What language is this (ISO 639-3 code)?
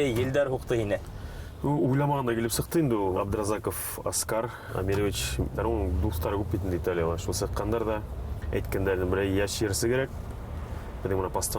bak